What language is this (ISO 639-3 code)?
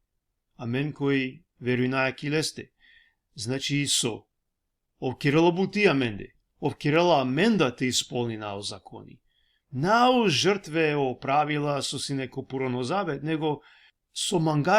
rmn